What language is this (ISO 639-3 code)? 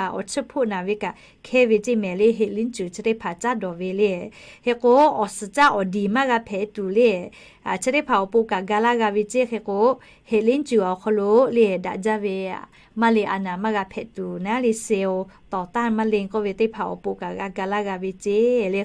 lhu